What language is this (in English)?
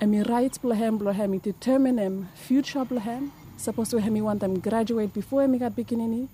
Bislama